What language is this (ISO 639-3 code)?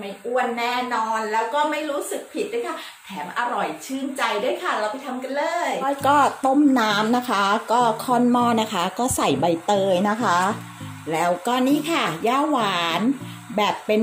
tha